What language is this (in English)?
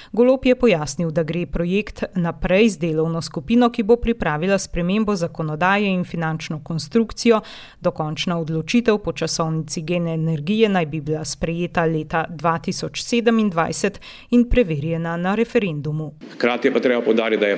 Slovenian